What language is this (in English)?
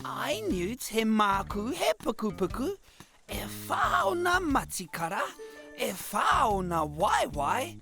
Māori